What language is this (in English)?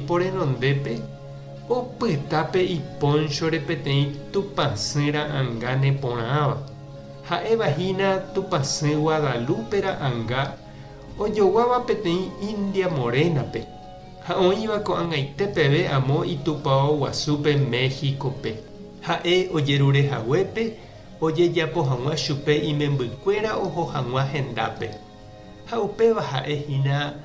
Guarani